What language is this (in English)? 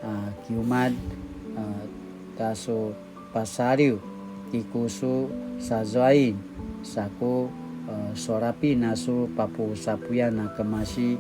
Paiwan